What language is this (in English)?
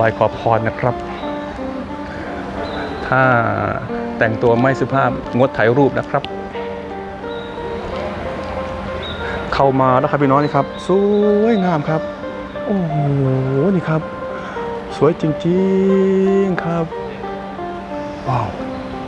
Thai